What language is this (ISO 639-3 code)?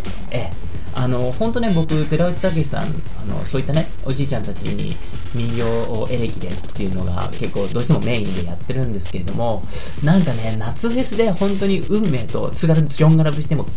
jpn